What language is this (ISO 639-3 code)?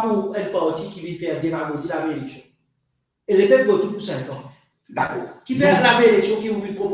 mfe